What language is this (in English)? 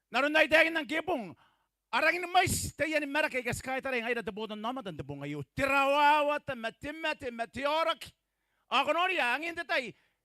Gilbertese